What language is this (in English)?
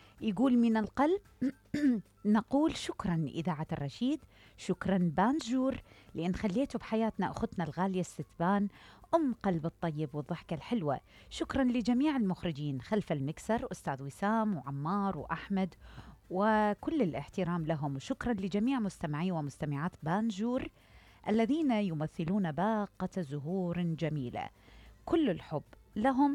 Mesopotamian Arabic